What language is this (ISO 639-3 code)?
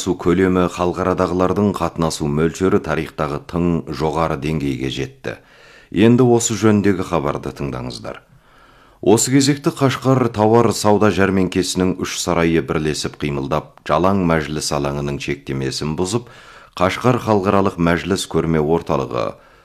kaz